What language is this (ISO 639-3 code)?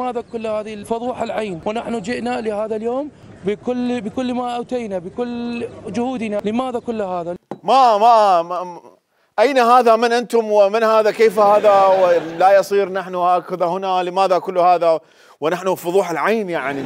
acm